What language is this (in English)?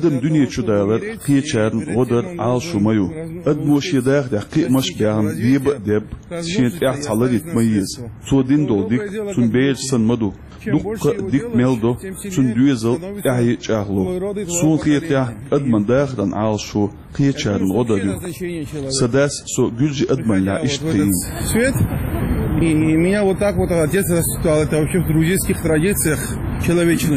Chechen